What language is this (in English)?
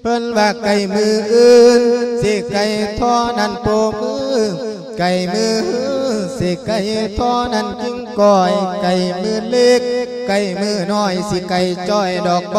Lao